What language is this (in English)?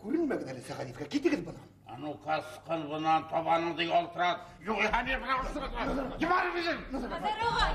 Bashkir